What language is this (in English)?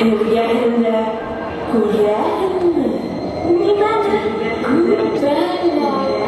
Bashkir